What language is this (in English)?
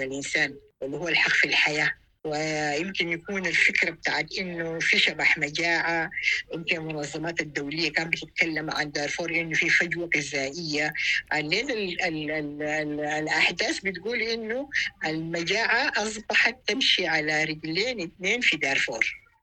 Sudanese Arabic